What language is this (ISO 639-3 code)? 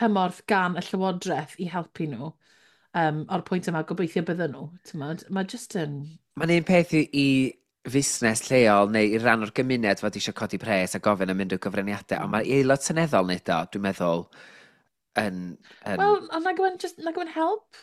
cym